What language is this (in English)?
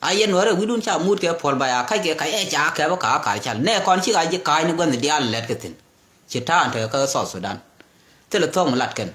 Nuer